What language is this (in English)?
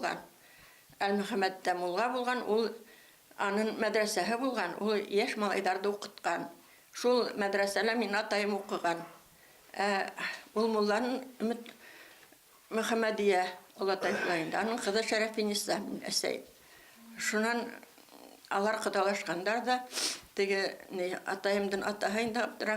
Bashkir